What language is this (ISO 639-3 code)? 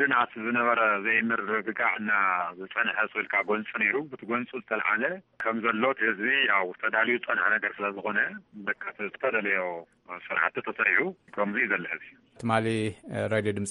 tir